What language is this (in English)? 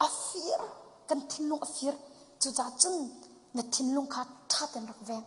Hakha Chin